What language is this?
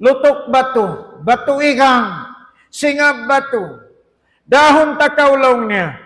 Tausug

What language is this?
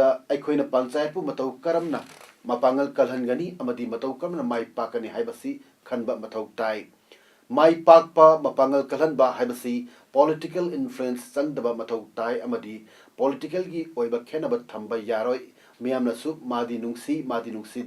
Manipuri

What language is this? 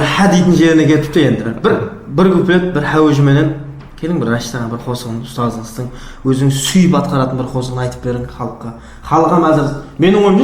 Kara-Kalpak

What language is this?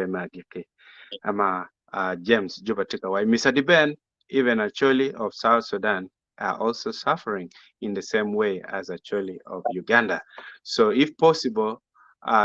Acoli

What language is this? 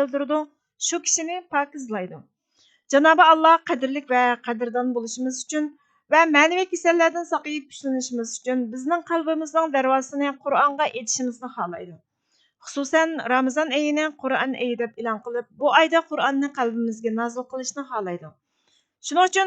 Uyghur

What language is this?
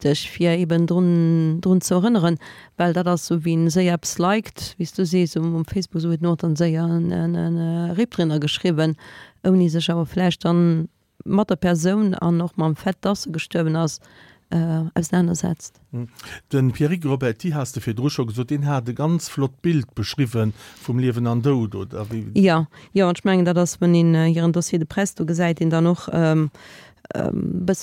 Luxembourgish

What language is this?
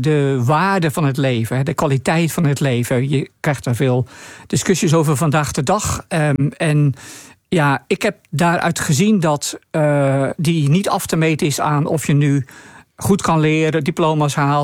Dutch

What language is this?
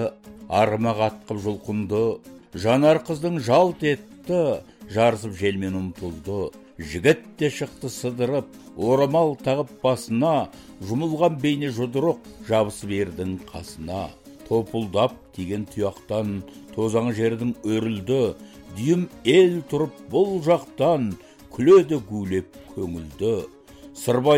Kazakh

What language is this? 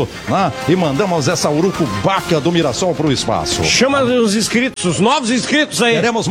Portuguese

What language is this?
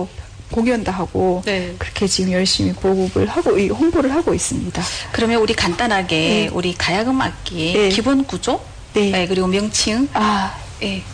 Korean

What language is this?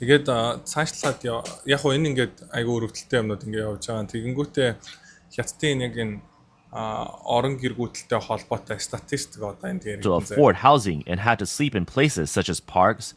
Mongolian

